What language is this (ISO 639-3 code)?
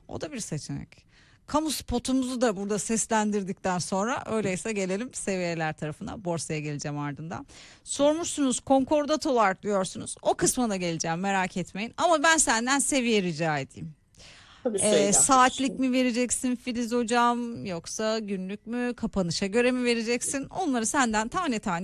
tur